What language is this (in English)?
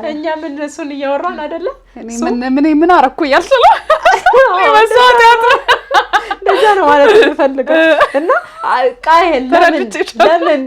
Amharic